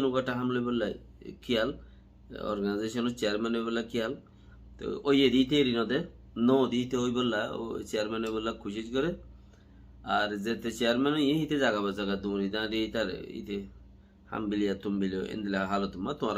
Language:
Rohingya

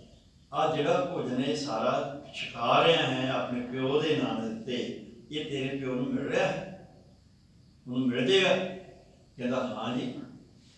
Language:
Punjabi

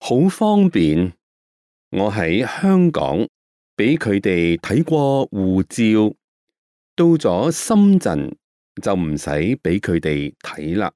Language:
Cantonese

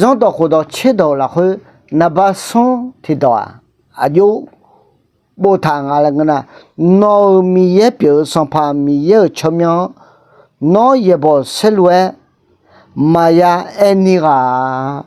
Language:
Akha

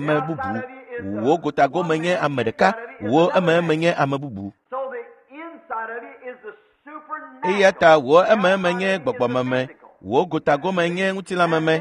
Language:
Ewe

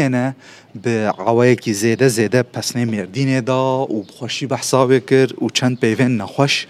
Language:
Kurdish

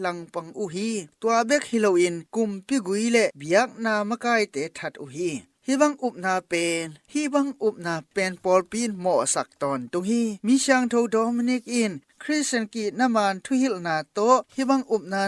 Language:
Tedim Chin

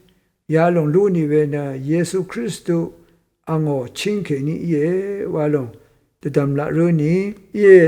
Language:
Rawang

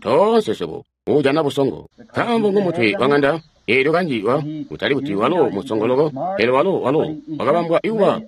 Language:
Tonga (Zambia)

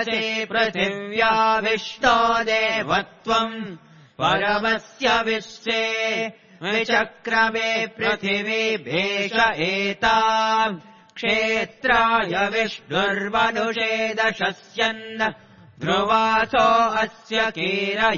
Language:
Sanskrit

